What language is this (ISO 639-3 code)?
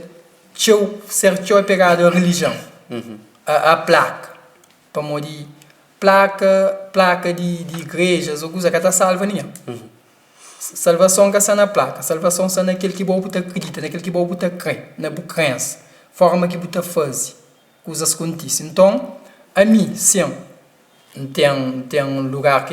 kea